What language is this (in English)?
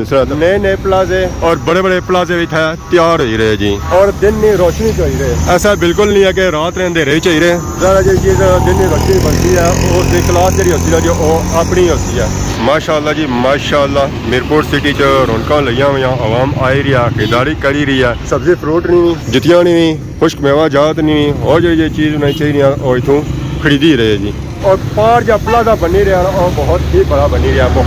Pahari-Potwari